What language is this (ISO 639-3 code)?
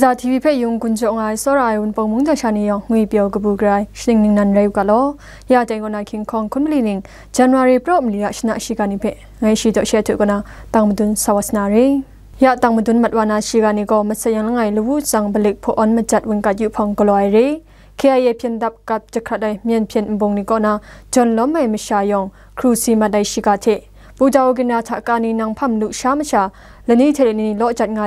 kac